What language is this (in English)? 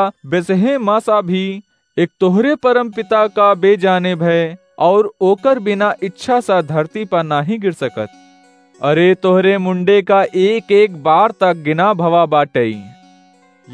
Awadhi